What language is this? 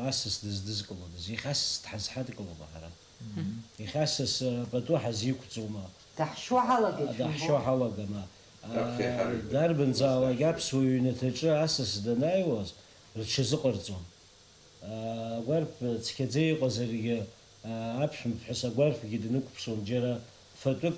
Abkhazian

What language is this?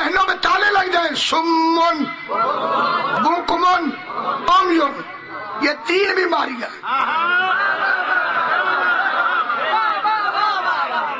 Urdu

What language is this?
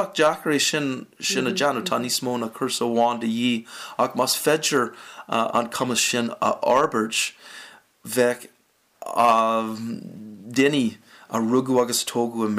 Irish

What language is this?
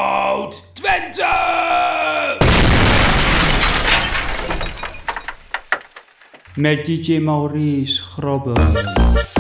Dutch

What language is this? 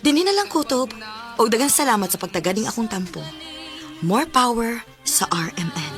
Cebuano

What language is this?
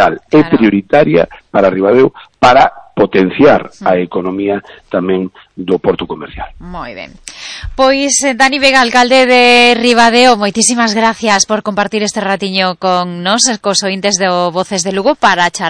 Galician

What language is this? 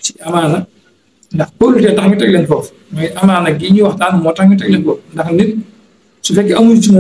Wolof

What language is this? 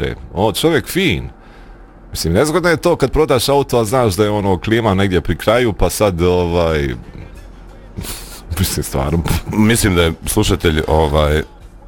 Bosnian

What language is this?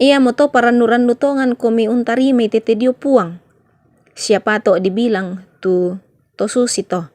Toraja-Sa'dan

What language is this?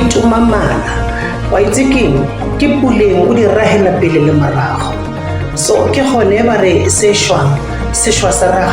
Northern Sotho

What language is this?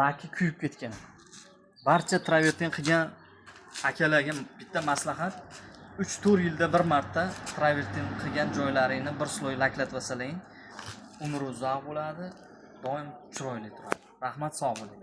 Uzbek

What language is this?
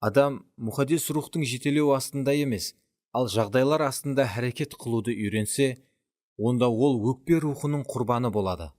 Kara-Kalpak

